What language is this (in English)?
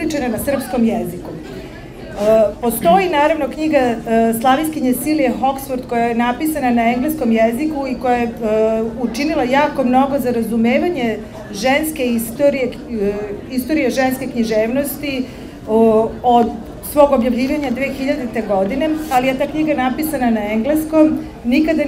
Serbian